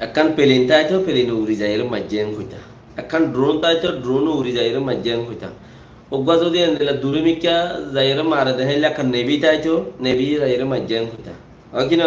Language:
Rohingya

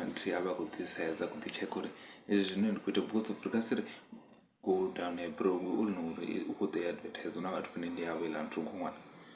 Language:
Venda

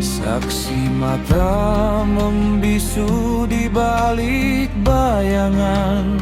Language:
Minangkabau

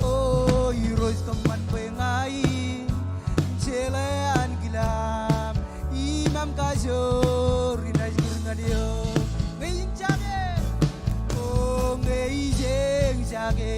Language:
Marshallese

